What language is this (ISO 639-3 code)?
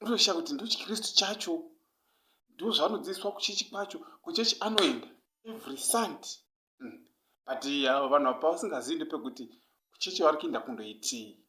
sna